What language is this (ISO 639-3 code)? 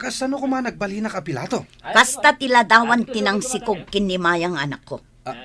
ilo